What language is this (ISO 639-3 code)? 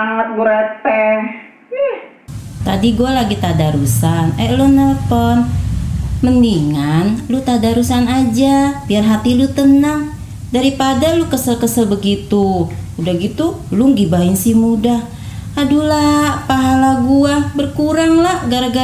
bew